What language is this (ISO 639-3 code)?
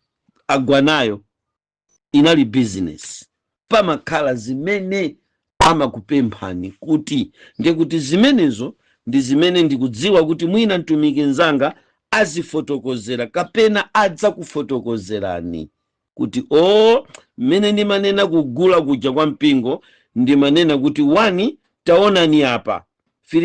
nya